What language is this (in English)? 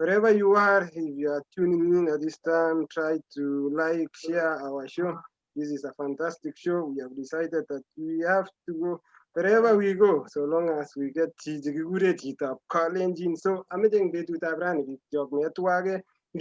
Kalenjin